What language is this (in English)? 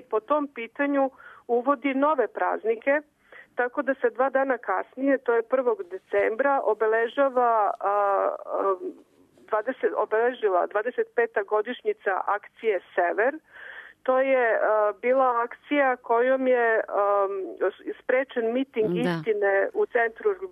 Serbian